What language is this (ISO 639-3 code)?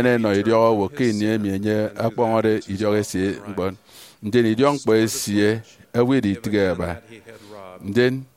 efi